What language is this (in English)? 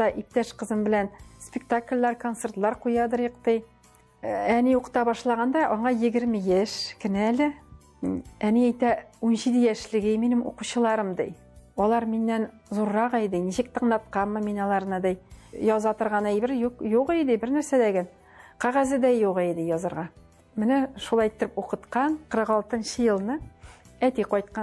Tatar